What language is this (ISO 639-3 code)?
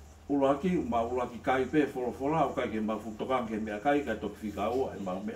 ton